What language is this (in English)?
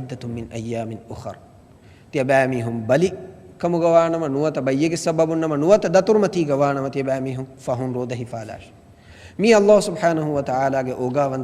Divehi